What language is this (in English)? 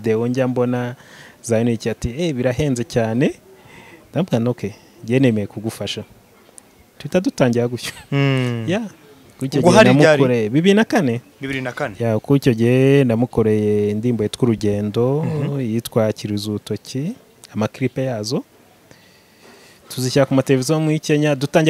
Kinyarwanda